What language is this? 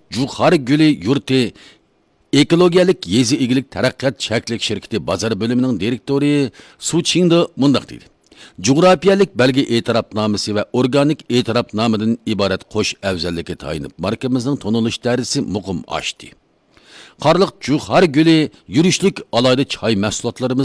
Uyghur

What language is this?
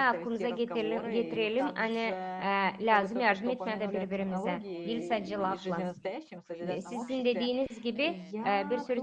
Gagauz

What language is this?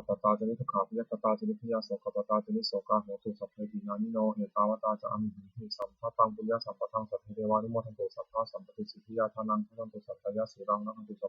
Pali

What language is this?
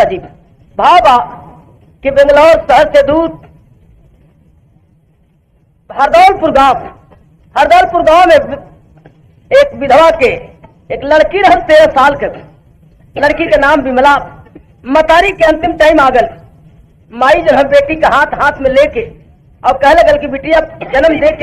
Bhojpuri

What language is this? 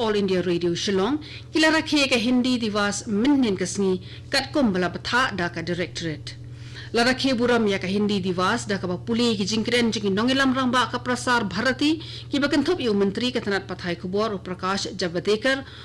Khasi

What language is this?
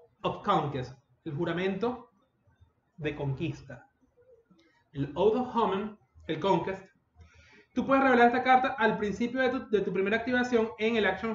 Spanish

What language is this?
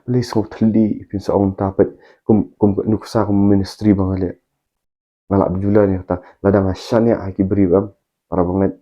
Khasi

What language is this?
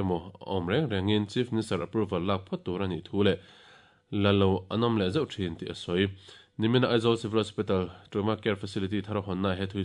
Mizo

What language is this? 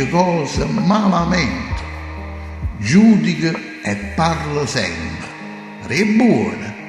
Neapolitan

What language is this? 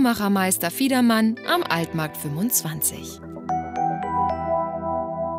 German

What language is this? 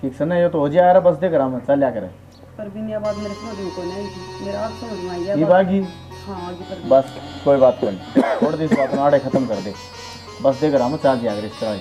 Haryanvi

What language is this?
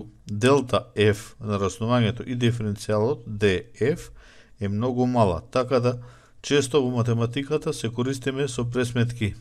Macedonian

